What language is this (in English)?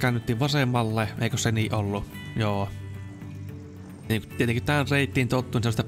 Finnish